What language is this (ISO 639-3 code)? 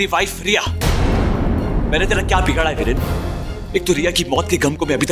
hin